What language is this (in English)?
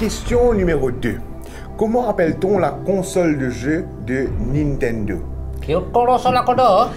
Morisyen